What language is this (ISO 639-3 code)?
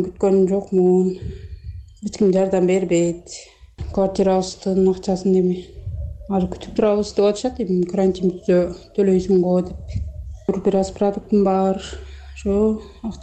kir